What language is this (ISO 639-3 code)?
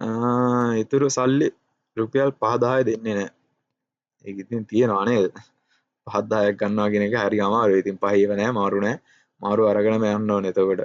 sin